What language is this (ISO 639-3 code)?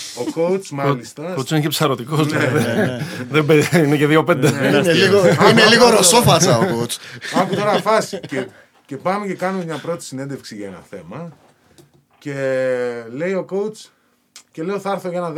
ell